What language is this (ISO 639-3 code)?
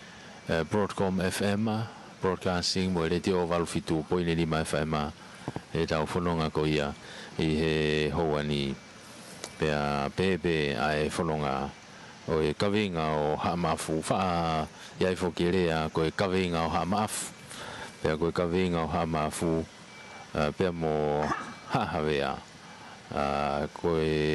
ton